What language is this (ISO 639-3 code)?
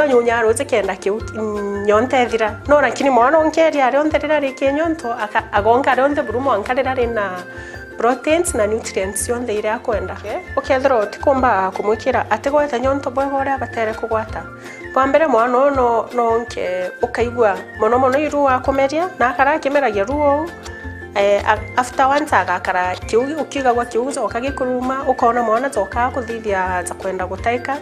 mer